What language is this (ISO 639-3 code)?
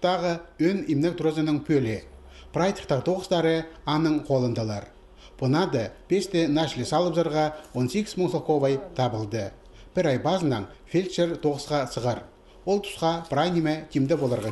kjh